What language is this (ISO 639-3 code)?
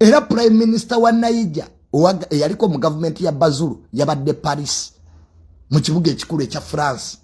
lug